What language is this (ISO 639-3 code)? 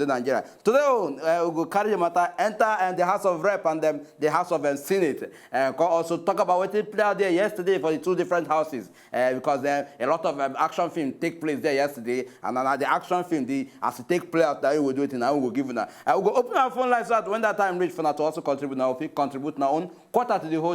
pcm